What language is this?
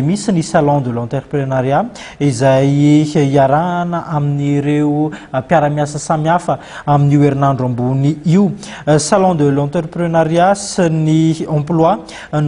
Malagasy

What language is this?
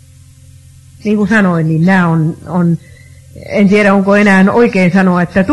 Finnish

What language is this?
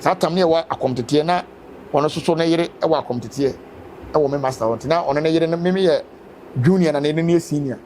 Akan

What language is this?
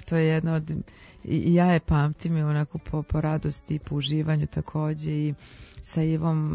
Serbian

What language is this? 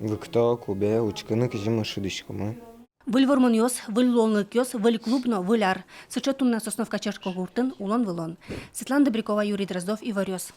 Udmurt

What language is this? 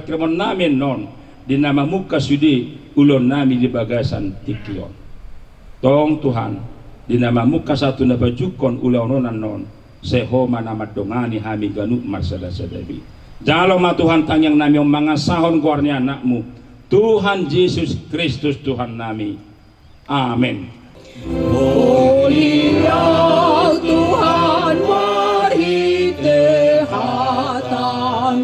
Batak Toba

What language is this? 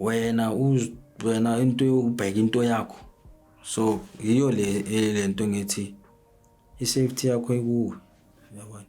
Zulu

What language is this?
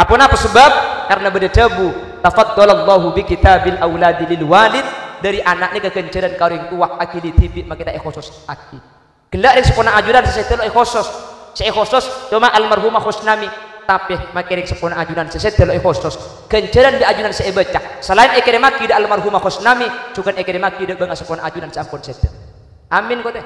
Madurese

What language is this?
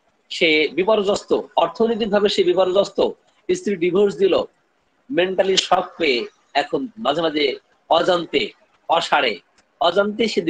Bangla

